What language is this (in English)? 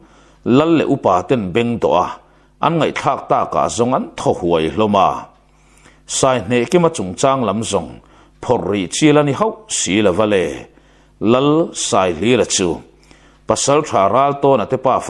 Mizo